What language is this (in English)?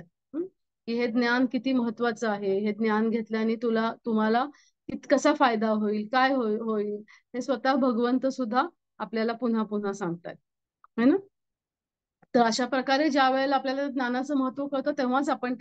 Marathi